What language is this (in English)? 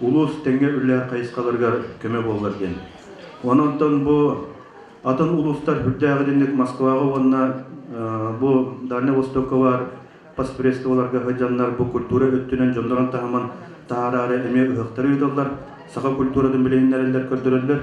Yakut